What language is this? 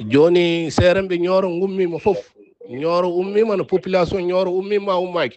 Fula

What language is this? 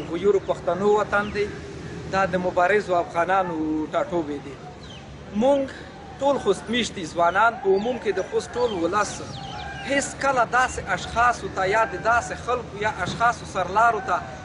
Pashto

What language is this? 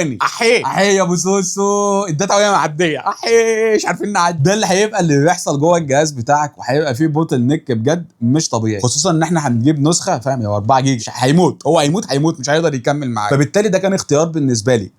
Egyptian Arabic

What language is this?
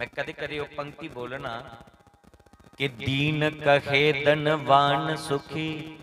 Dogri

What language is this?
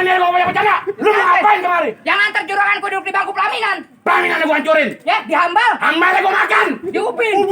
Betawi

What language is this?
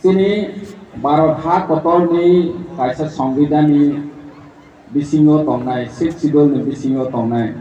Kok Borok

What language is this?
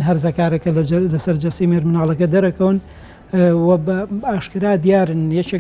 Central Kurdish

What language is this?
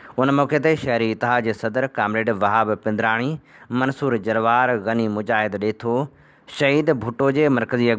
Sindhi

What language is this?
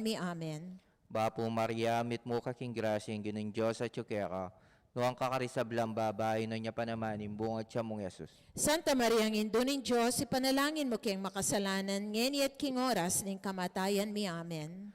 Pampanga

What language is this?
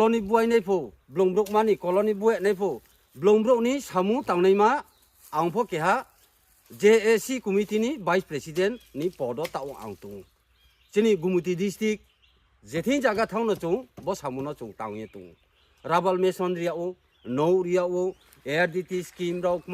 Riang (India)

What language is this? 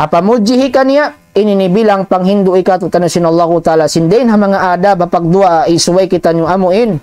Tausug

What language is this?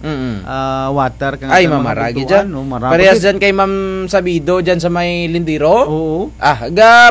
Kinaray-a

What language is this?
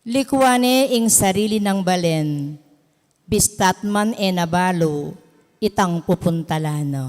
Pampanga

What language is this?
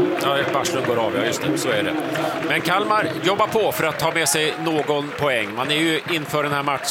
Swedish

